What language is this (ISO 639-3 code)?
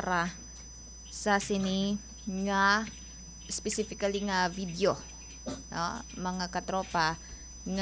hil